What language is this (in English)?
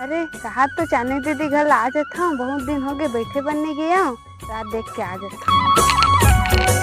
Chhattisgarhi